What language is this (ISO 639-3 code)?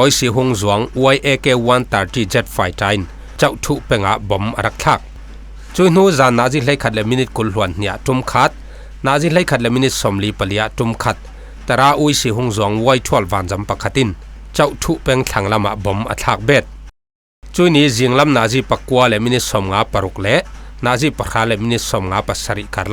cfm